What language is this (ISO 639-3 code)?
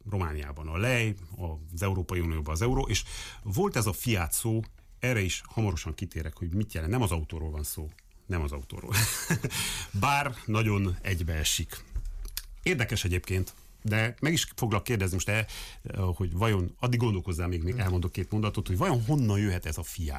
hun